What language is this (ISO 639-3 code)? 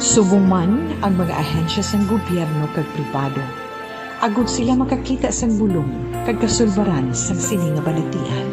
hil